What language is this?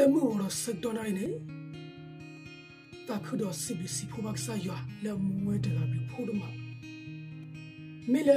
S'gaw Karen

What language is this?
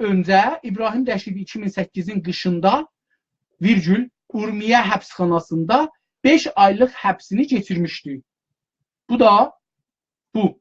South Azerbaijani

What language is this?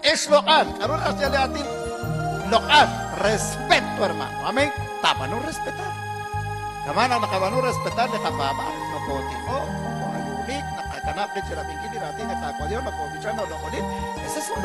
Kekchí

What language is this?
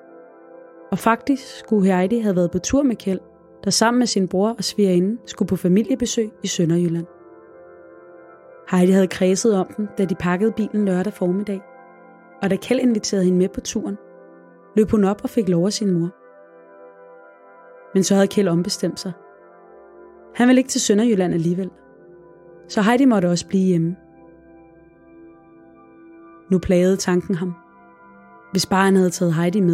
Danish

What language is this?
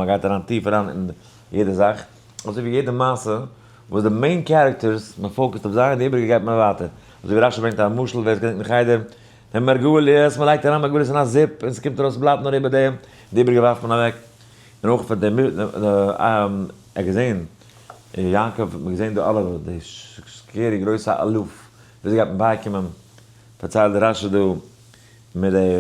Yiddish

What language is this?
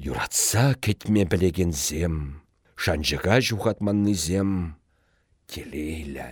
Chuvash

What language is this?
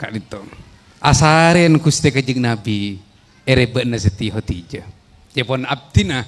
Madurese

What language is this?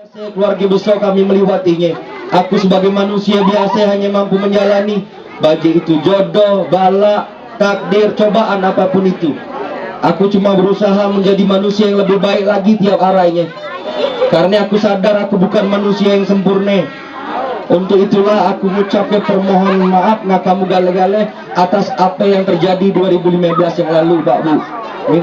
Musi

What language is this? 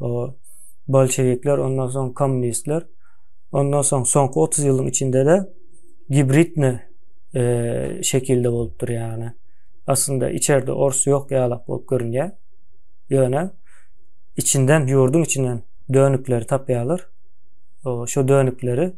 Turkmen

